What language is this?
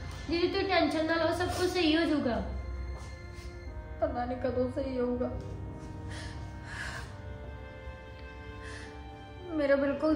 Punjabi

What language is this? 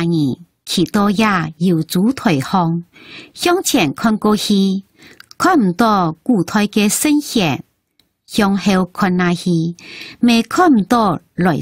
Hakka Chinese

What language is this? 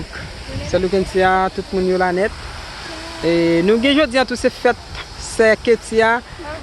Haitian Creole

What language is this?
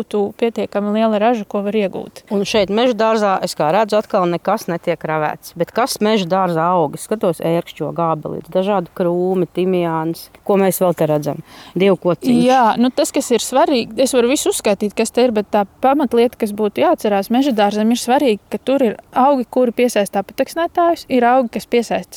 Latvian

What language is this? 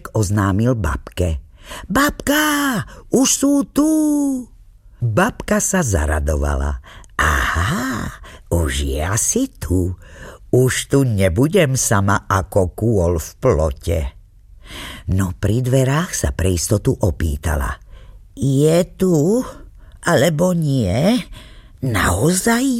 Slovak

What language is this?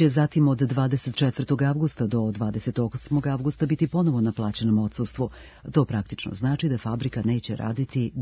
Serbian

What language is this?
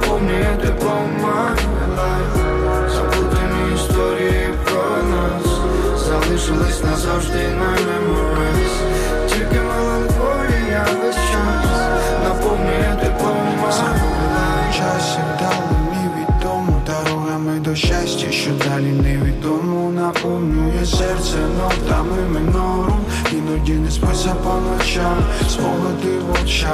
Ukrainian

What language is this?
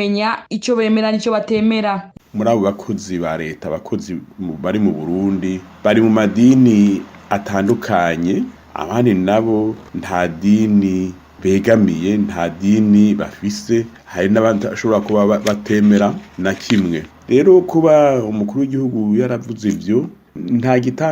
Rundi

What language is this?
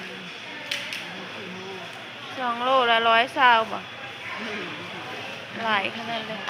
Northeastern Thai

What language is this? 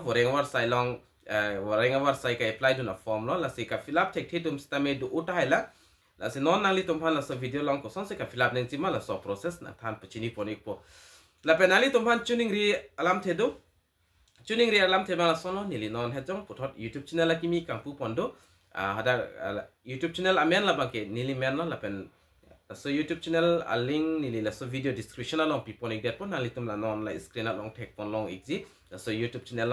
Karbi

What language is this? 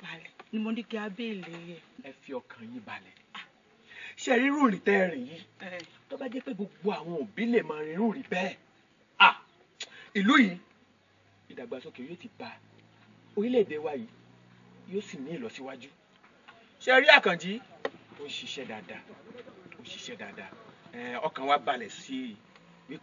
Yoruba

